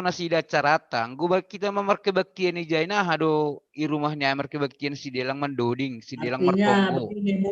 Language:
Batak Simalungun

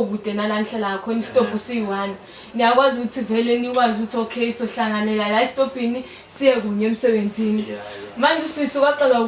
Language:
Zulu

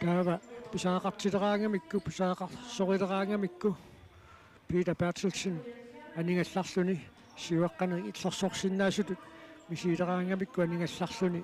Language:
Kalaallisut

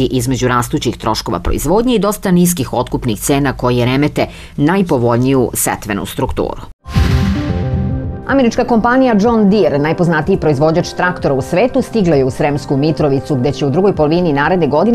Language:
Serbian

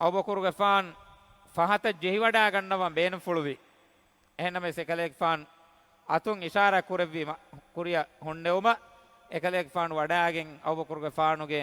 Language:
Divehi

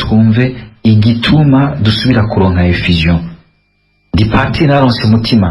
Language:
Rundi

